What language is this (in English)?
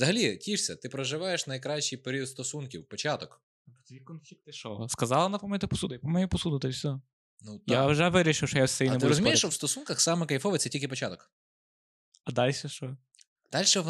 Ukrainian